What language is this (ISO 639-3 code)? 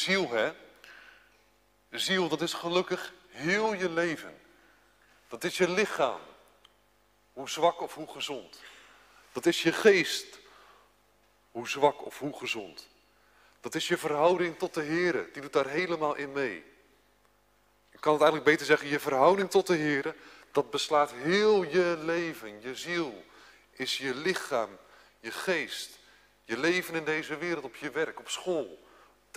nld